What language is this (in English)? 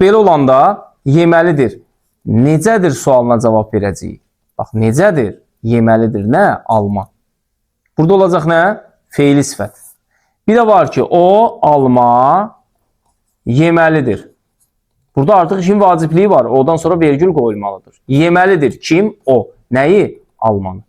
Azerbaijani